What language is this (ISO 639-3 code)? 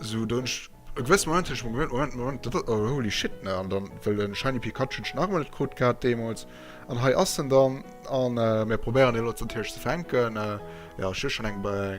ltz